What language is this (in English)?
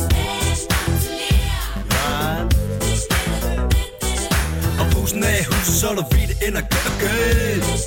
Danish